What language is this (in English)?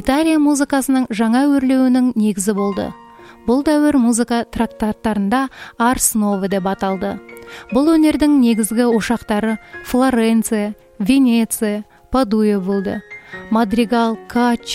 Kazakh